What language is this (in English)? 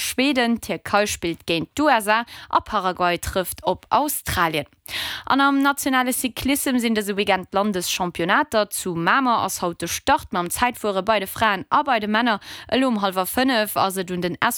Luxembourgish